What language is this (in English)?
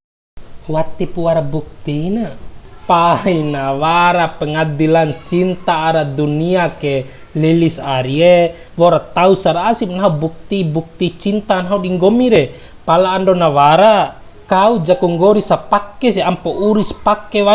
Bima